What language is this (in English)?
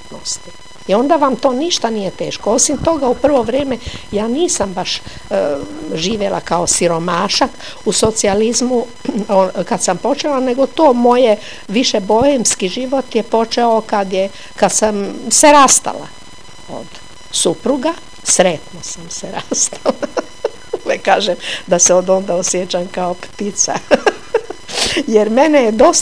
Croatian